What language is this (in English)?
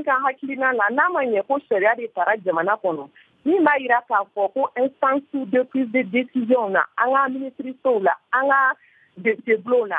Bambara